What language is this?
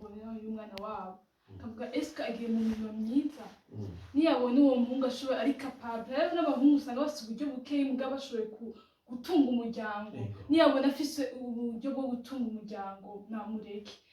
Rundi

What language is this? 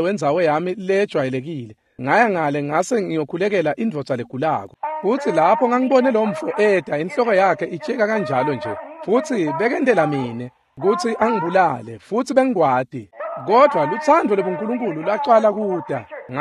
Swati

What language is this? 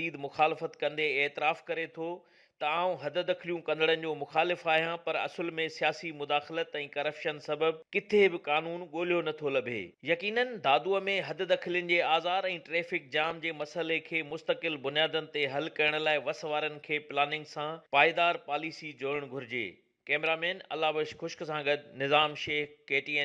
Sindhi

